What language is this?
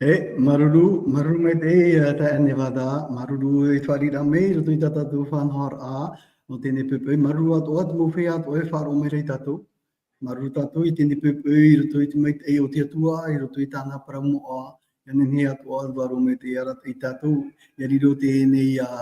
Tahitian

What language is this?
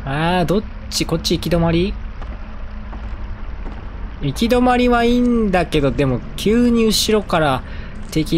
Japanese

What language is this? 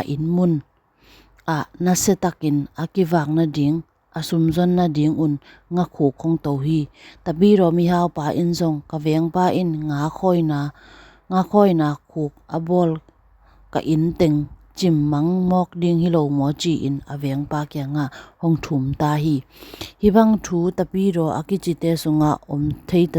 Tedim Chin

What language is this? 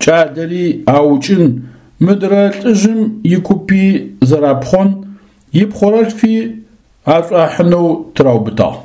Adyghe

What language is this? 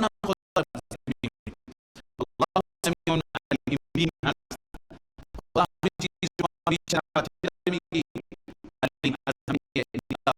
Persian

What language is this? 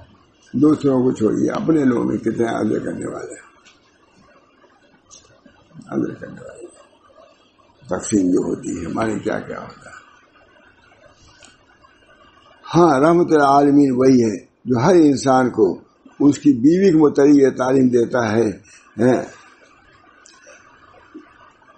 Urdu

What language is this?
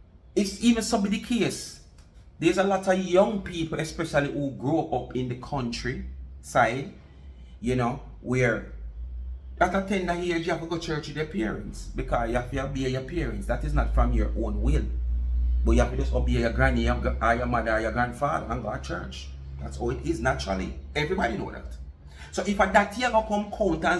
Jamaican Creole English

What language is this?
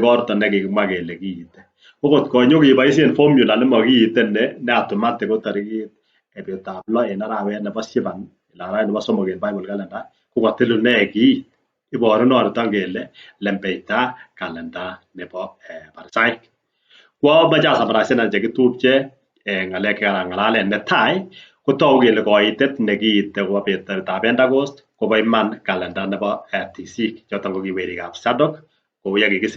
Kalenjin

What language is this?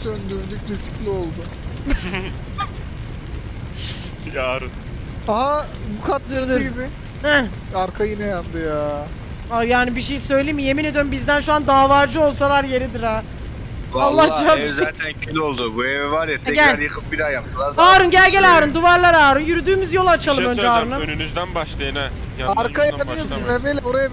Turkish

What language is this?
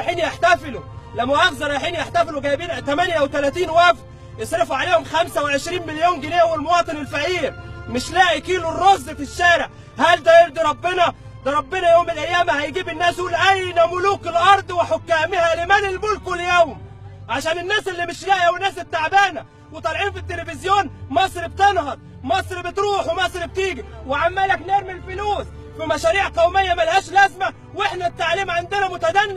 Egyptian Arabic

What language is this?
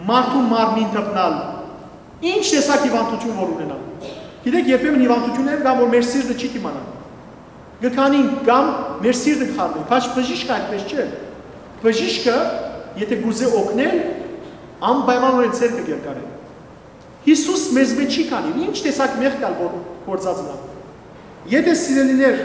Western Armenian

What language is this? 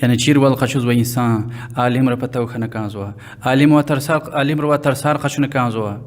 Lezghian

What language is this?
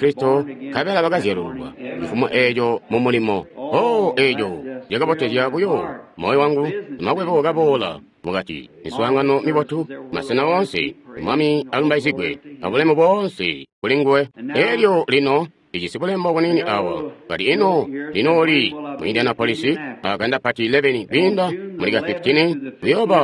Tonga (Zambia)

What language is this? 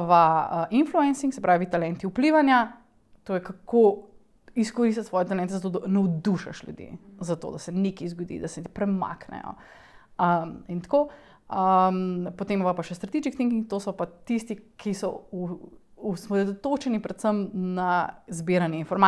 Slovenian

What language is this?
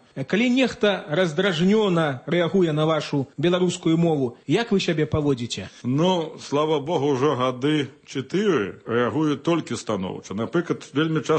Belarusian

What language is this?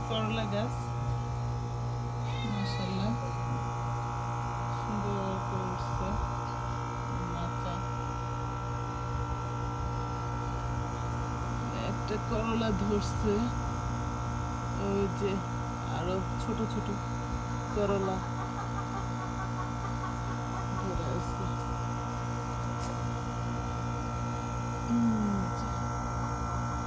Bangla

